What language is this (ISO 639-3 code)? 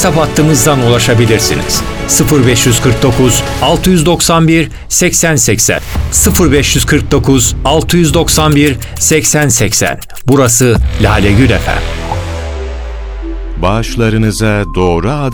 tur